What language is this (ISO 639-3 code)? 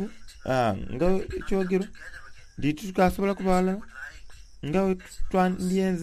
xog